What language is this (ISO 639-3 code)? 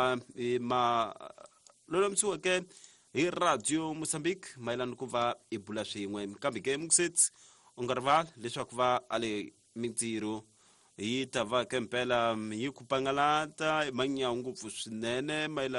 tso